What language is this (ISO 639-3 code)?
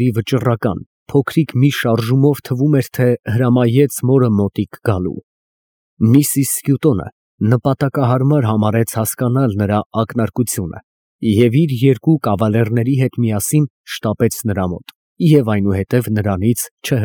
hye